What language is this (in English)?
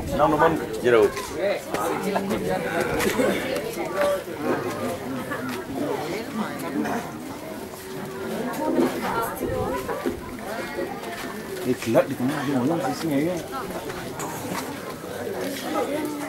Indonesian